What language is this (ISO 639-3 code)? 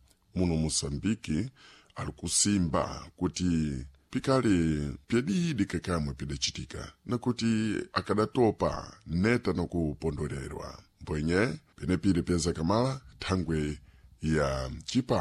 seh